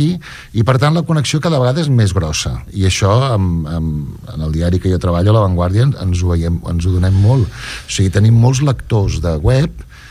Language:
Catalan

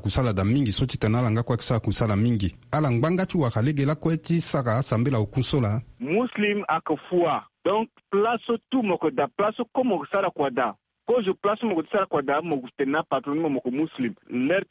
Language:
Sango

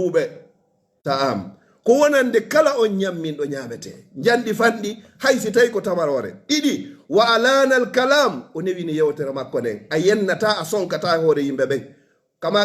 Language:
Pular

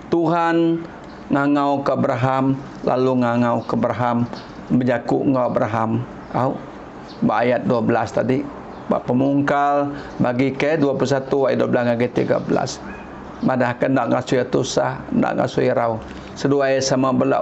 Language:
Iban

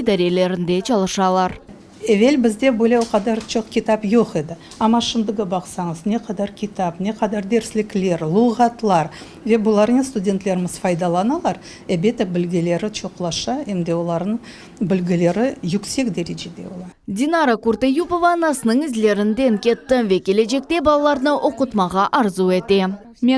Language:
Crimean Tatar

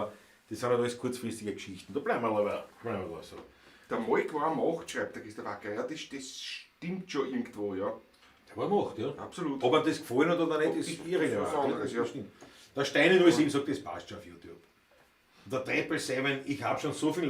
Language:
Bavarian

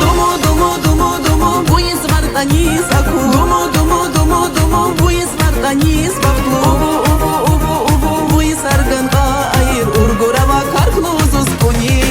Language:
Tabassaran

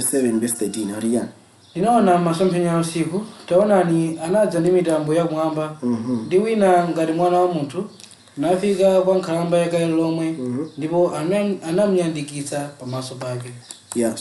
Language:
Nyanja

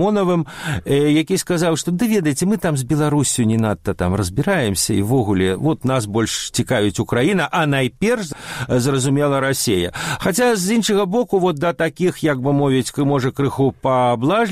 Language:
Belarusian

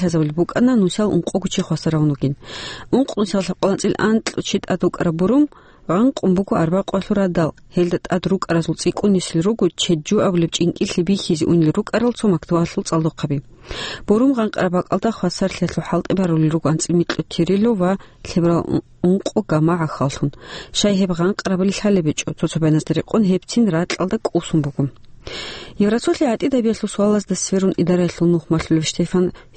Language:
Avaric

